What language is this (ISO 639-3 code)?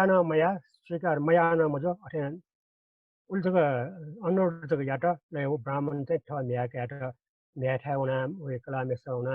new